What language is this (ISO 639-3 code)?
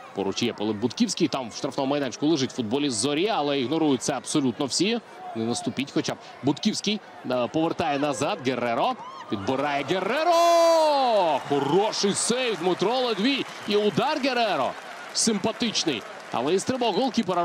ukr